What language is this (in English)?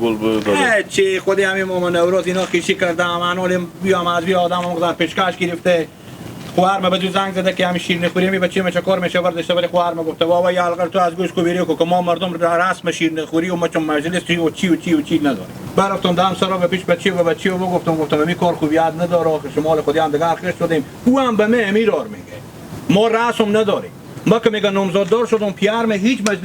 Hazaragi